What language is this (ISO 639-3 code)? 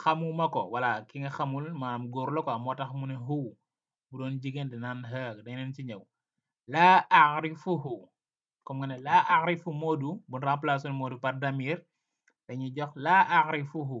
wol